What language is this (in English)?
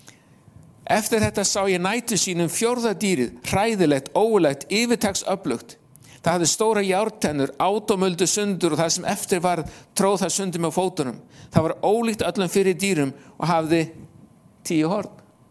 Icelandic